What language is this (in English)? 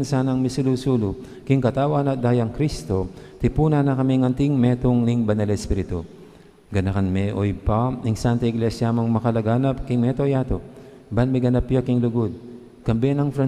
Pampanga